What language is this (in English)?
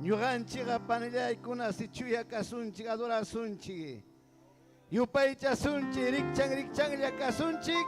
Ayacucho Quechua